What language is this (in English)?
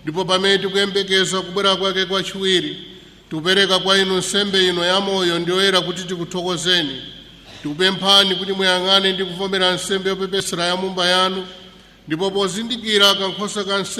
Nyanja